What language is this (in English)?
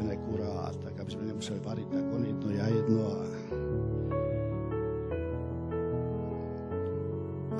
Slovak